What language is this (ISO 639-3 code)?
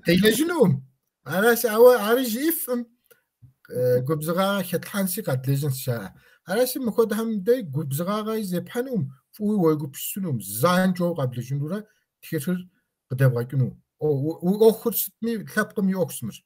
kbd